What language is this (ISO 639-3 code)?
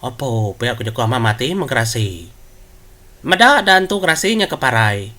iba